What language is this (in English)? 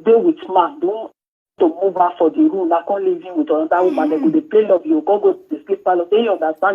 Nigerian Pidgin